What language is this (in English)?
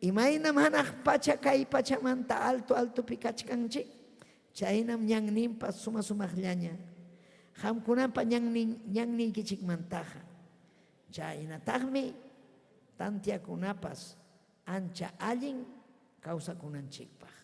Ayacucho Quechua